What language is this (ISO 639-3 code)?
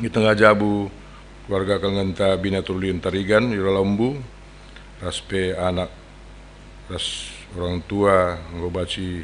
btx